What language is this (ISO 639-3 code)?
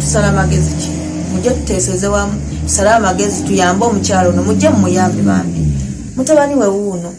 lug